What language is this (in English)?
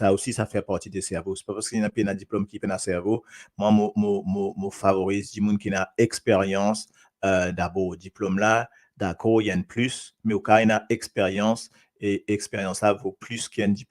Morisyen